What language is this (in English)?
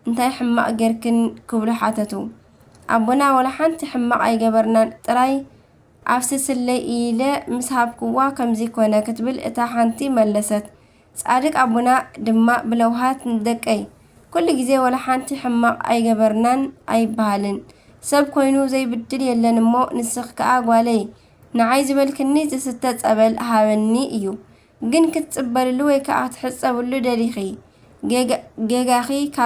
Tigrinya